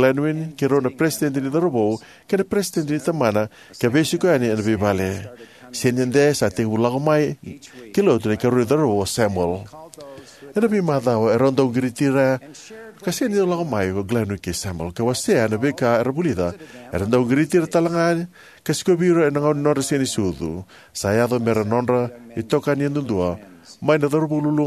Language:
Fijian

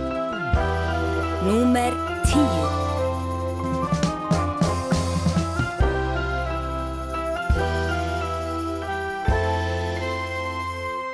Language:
Icelandic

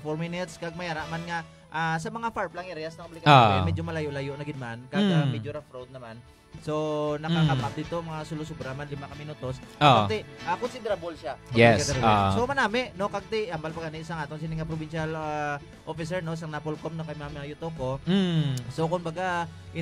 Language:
Hiligaynon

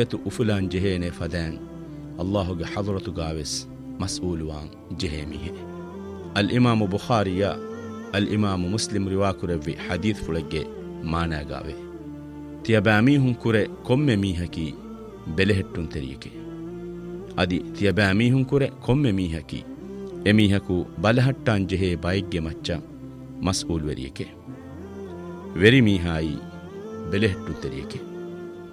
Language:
Divehi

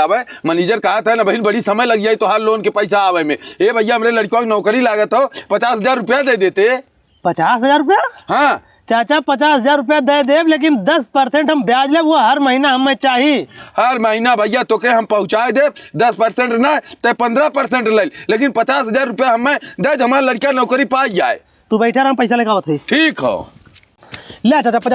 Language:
Bhojpuri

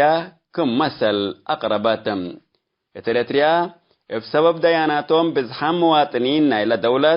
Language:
Tigre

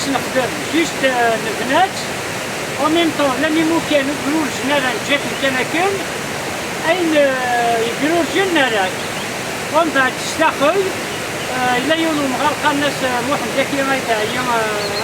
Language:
Kabyle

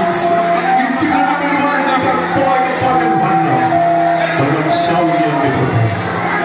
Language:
Khasi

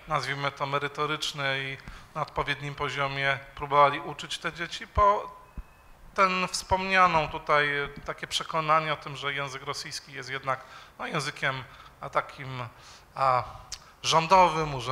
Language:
Polish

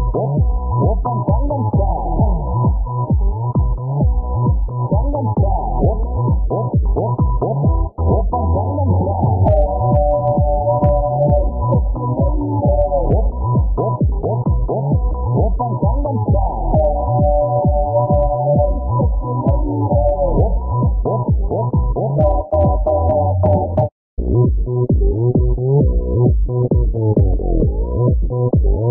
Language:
Korean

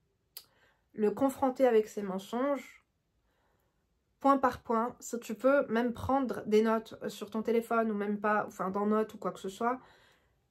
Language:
French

